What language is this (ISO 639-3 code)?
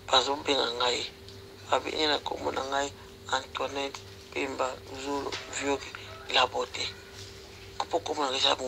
lin